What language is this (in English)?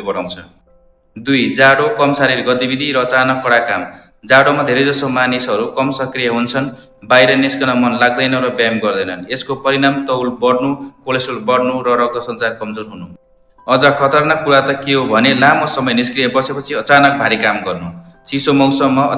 Nepali